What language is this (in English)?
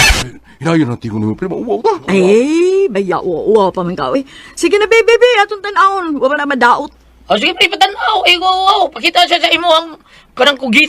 Cebuano